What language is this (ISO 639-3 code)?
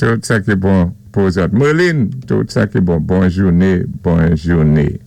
acf